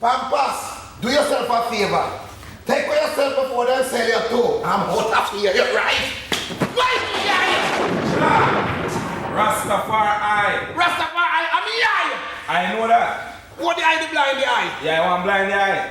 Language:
Jamaican Creole English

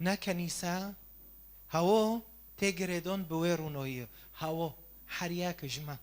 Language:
Kurdish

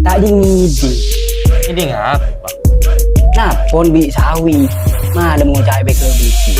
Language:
Madurese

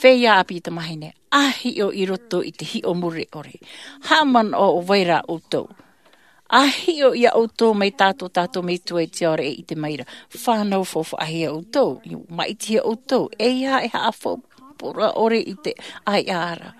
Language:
Tahitian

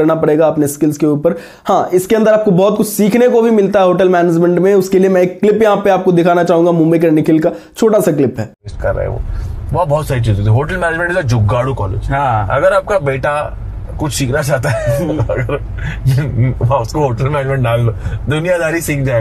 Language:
Hindi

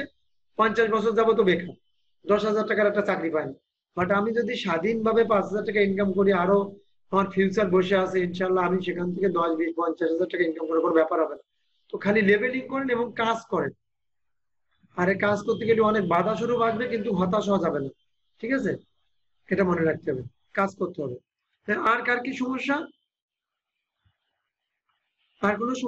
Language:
Bangla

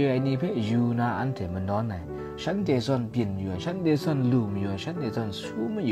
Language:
Kachin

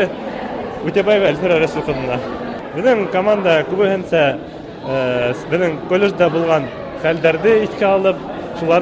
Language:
Bashkir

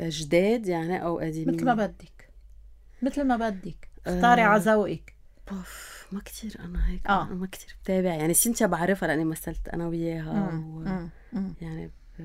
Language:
North Levantine Arabic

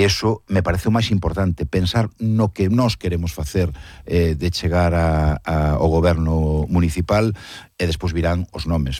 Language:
Galician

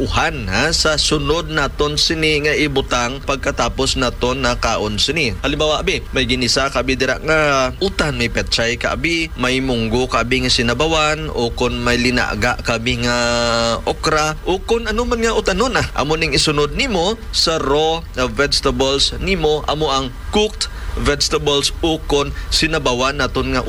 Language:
Hiligaynon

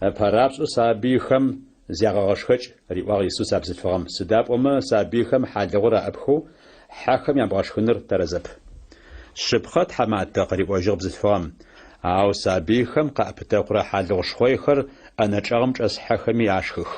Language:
Adyghe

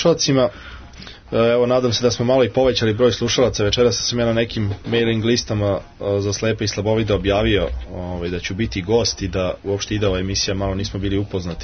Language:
Serbian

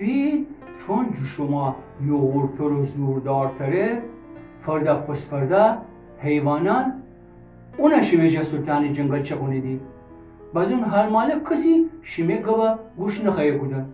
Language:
Gilaki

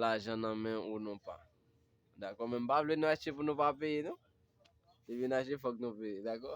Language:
Haitian Creole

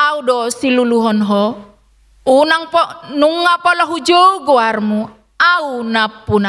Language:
Batak Toba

